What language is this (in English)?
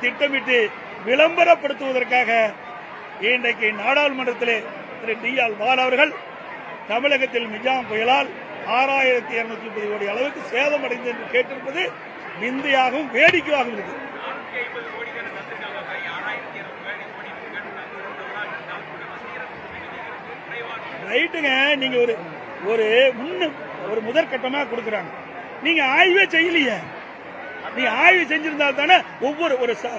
Tamil